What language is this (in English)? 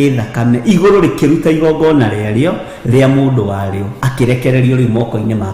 Kikuyu